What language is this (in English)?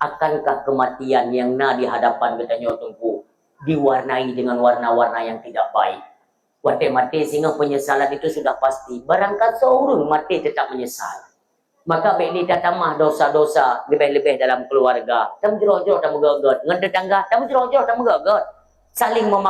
Achinese